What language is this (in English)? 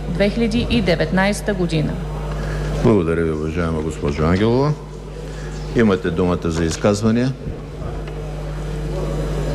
Bulgarian